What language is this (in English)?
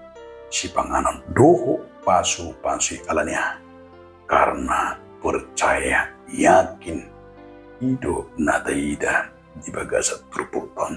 Batak Toba